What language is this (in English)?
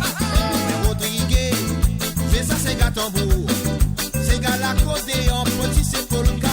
Morisyen